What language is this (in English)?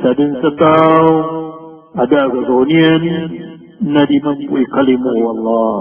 Maranao